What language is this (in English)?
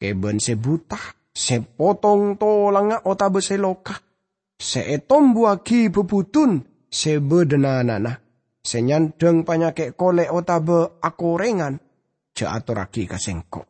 Madurese